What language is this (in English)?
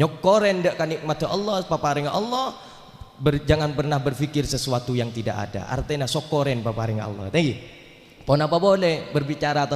Madurese